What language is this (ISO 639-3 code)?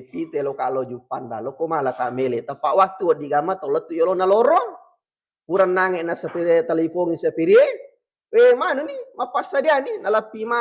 bug